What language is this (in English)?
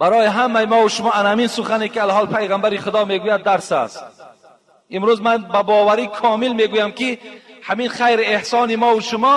Tajik